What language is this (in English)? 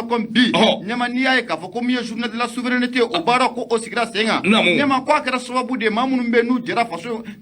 Bambara